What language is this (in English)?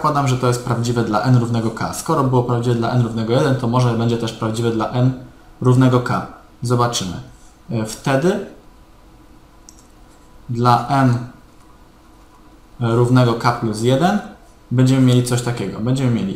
Polish